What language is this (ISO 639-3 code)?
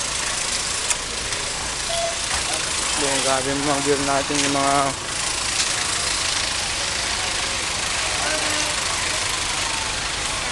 fil